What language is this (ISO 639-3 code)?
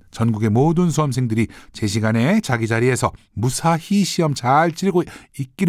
kor